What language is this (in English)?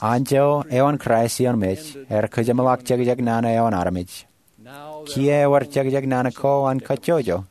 Marshallese